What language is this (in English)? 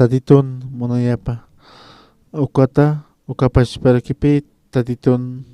Aymara